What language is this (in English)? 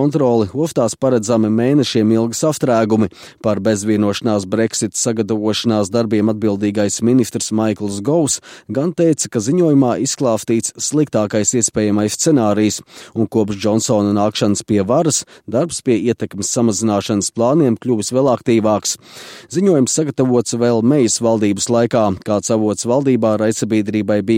Latvian